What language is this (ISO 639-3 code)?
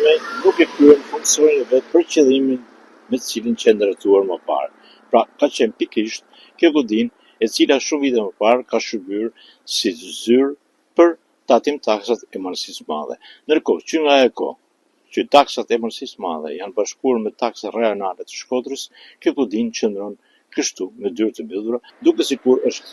sqi